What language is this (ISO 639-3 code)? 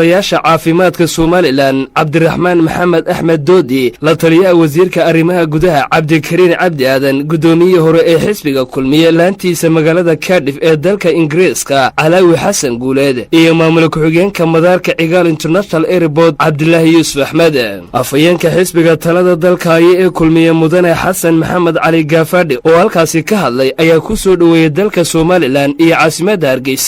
som